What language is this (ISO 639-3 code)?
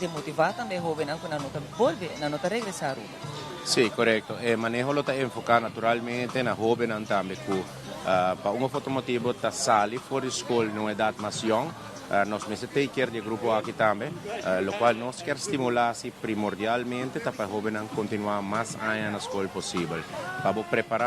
pap